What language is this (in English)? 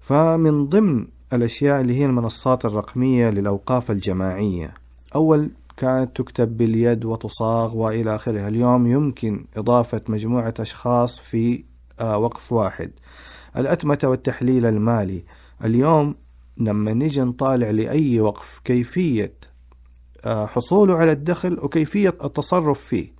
Najdi Arabic